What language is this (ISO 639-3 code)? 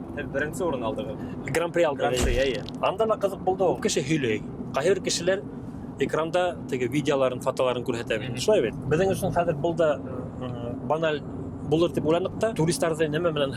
bak